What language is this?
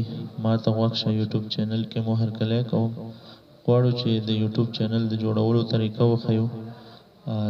Pashto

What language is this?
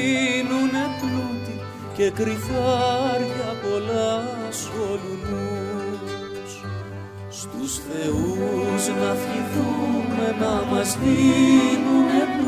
Greek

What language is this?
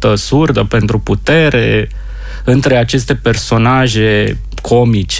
Romanian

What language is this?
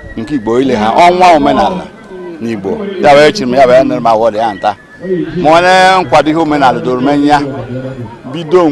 Igbo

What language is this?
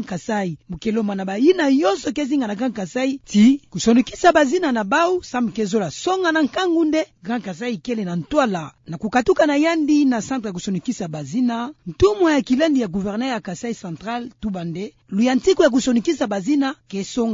Kituba (Democratic Republic of Congo)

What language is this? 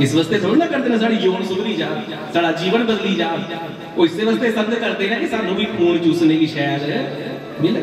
Dogri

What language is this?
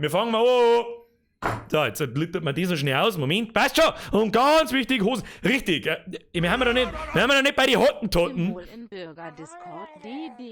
Bavarian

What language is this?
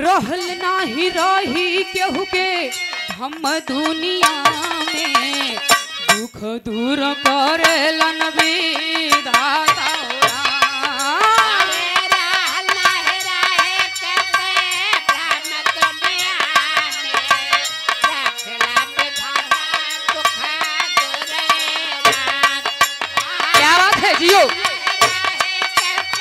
Bhojpuri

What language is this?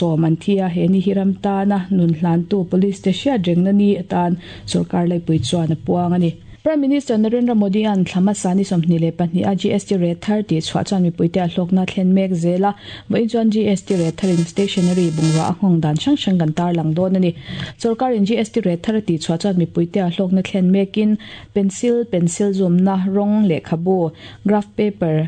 Mizo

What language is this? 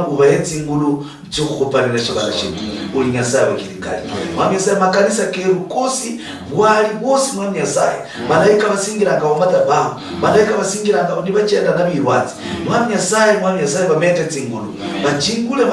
Luyia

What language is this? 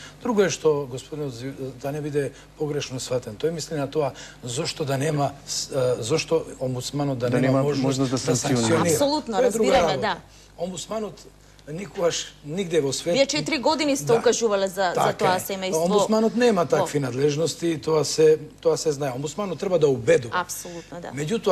Macedonian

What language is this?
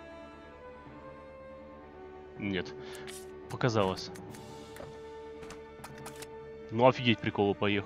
Russian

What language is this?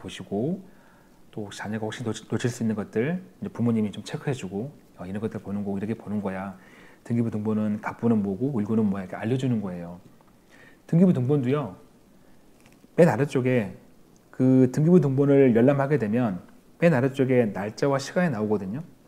Korean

